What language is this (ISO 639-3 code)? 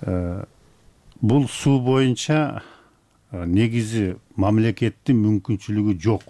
kir